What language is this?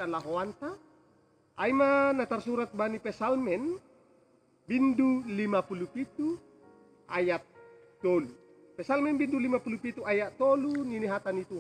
Batak Simalungun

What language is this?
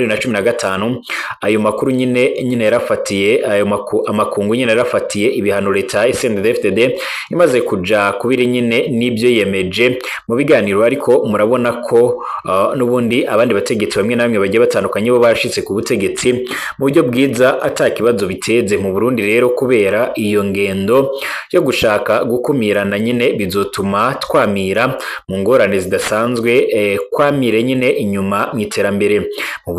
Rundi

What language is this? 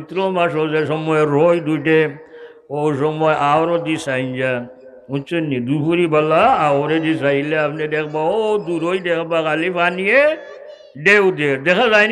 Sylheti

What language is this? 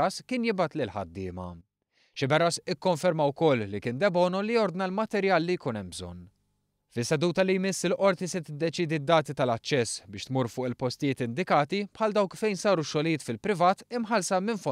Maltese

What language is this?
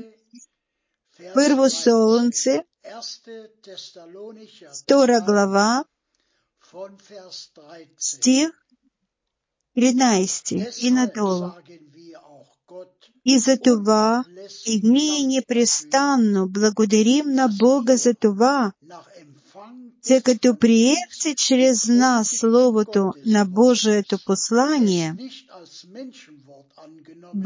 Bulgarian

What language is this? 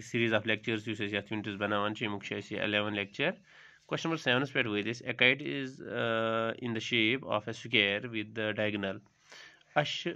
Kashmiri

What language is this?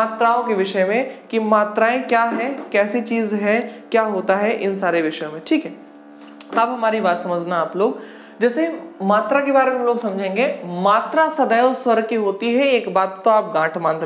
Hindi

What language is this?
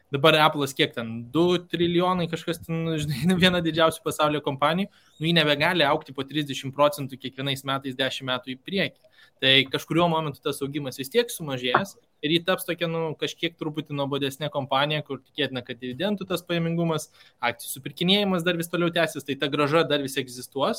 Lithuanian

